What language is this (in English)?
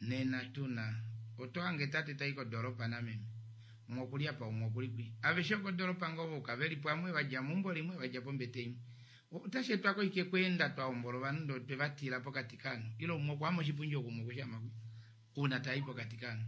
Kuanyama